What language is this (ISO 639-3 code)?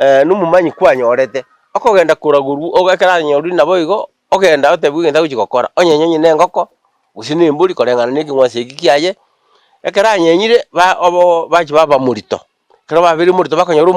guz